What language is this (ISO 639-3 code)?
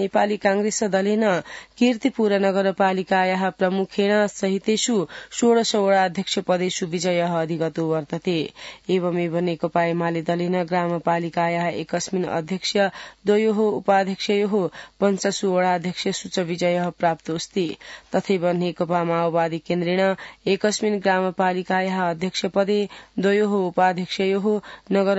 san